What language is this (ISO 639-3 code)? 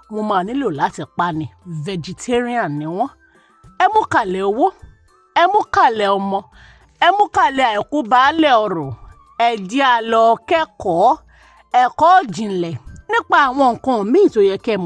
yor